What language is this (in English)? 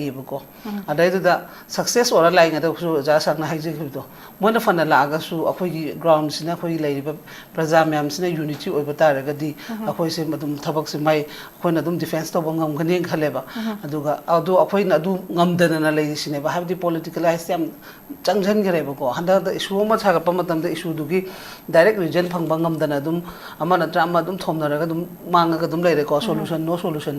Manipuri